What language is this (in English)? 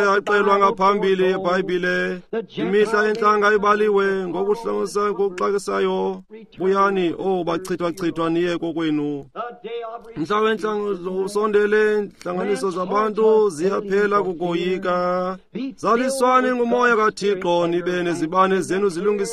Xhosa